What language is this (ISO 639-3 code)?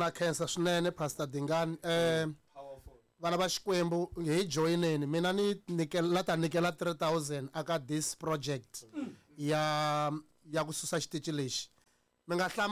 tso